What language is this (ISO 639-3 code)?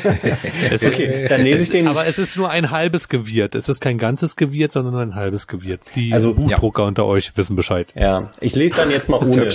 deu